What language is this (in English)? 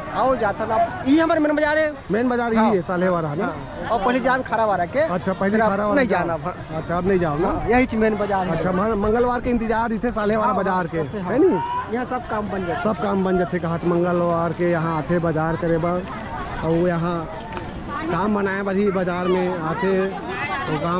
Chhattisgarhi